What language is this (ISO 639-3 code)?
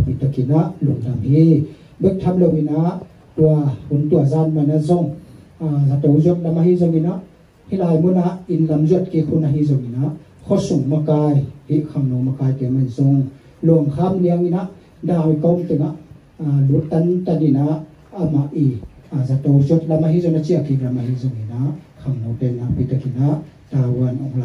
ctd